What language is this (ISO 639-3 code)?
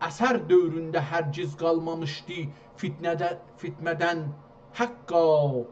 azb